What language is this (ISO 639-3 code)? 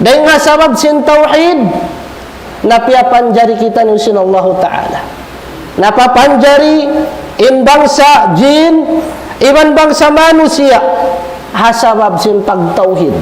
tsg